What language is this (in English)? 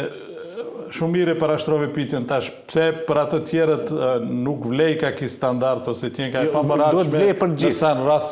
Albanian